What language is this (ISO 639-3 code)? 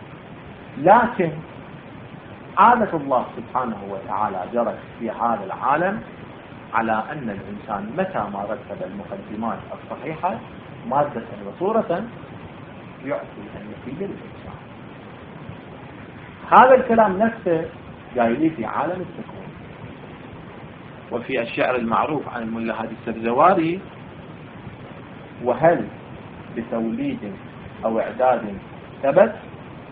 ara